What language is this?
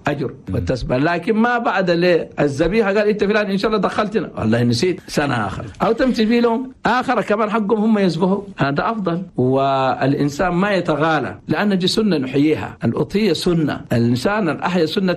Chadian Arabic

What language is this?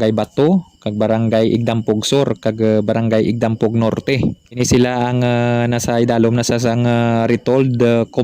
Hiligaynon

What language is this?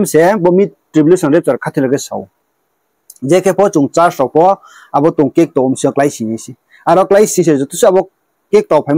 Riang (India)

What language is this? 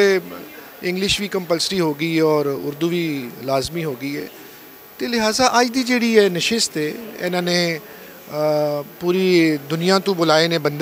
Western Panjabi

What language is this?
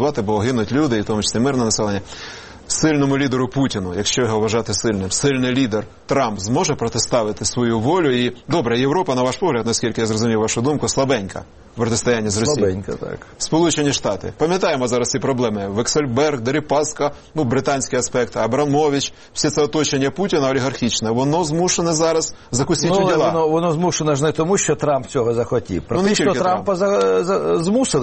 Ukrainian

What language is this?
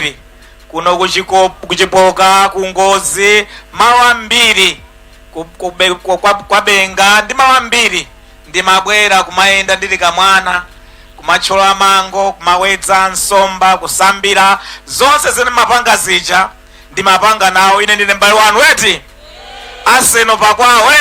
Nyanja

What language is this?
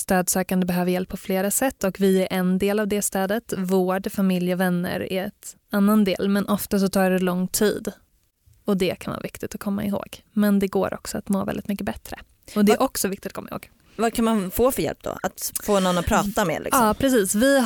Swedish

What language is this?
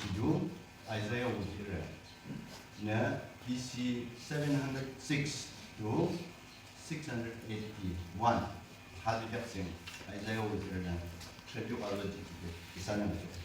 Yimchungru Naga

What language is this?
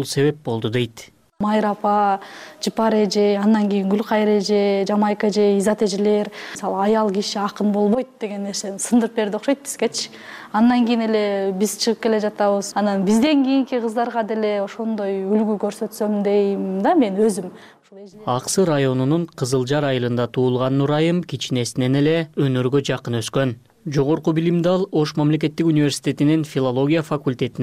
Kyrgyz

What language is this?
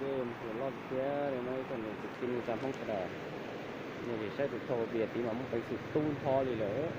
Hmong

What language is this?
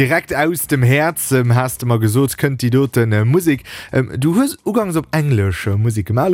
Luxembourgish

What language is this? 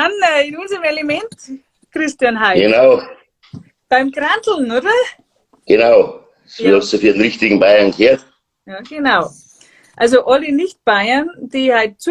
Bavarian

